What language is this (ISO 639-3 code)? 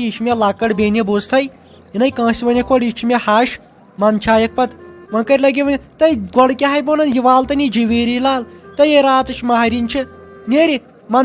kas